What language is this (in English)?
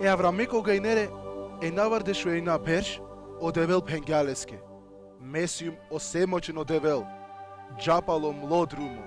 Balkan Romani